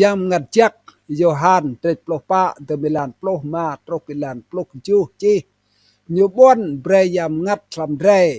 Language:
Rade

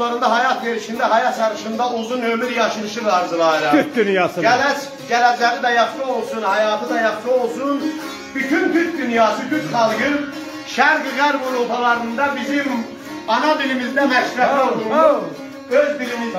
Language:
South Azerbaijani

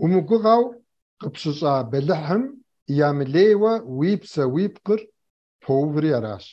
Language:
Kabardian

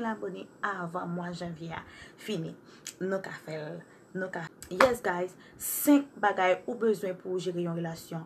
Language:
Haitian Creole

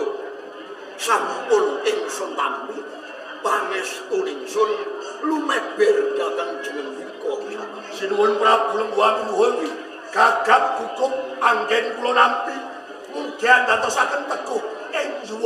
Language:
Javanese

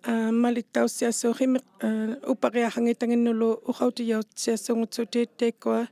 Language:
Inuktitut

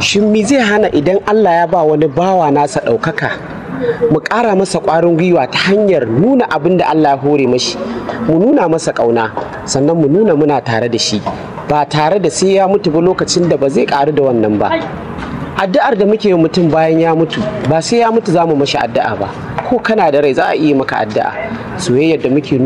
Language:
Hausa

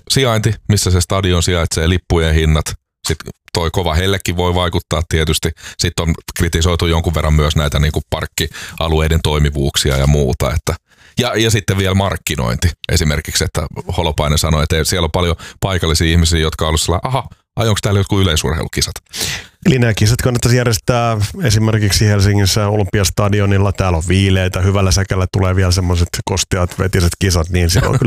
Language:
Finnish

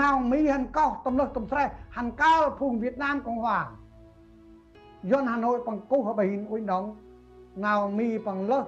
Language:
Central Mnong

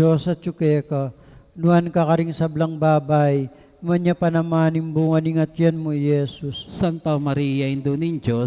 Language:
Pampanga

